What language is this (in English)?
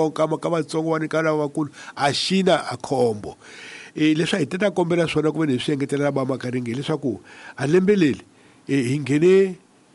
Tsonga